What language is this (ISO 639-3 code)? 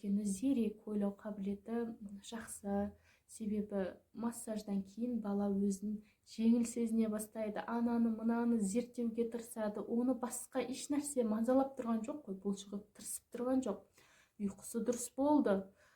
kaz